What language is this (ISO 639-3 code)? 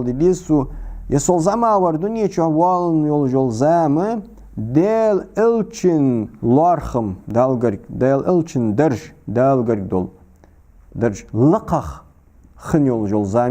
inh